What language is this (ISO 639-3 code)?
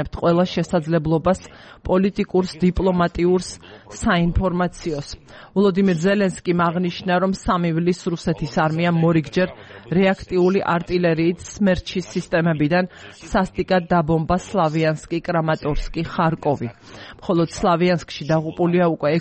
kat